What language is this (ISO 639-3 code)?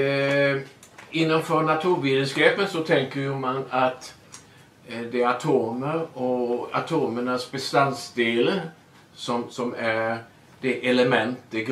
swe